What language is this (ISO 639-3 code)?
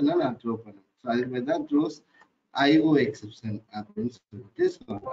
tam